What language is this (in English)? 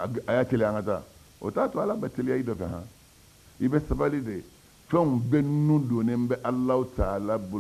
Bambara